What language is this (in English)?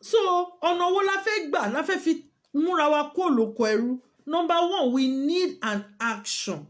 Yoruba